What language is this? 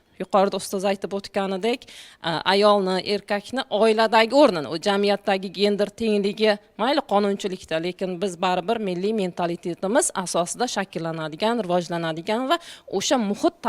Uzbek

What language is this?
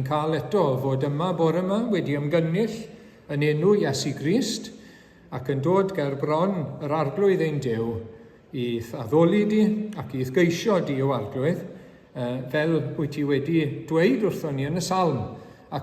Welsh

